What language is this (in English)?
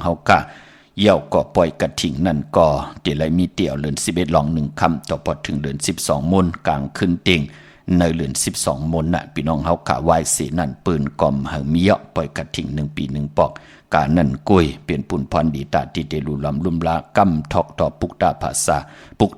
Shan